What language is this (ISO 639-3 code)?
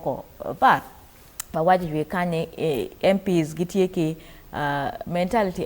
ach